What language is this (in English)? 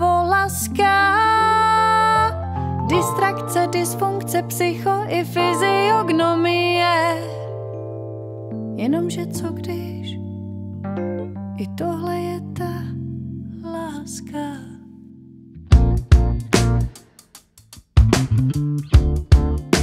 Czech